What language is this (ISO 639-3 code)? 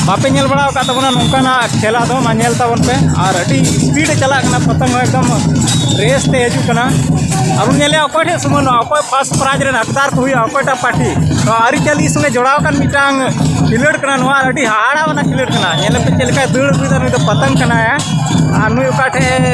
sat